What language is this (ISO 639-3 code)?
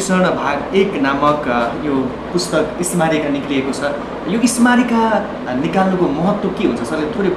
nep